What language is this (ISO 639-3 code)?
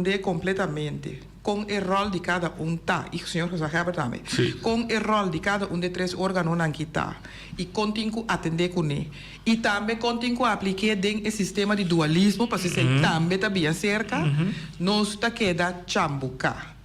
pap